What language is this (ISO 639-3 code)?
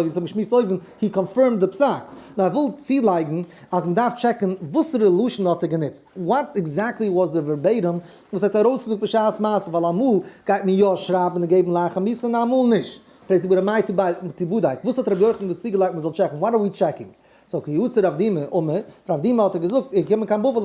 yid